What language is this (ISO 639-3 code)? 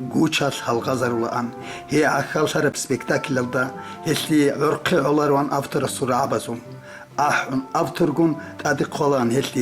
ava